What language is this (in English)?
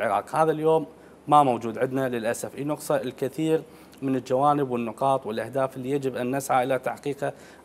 Mesopotamian Arabic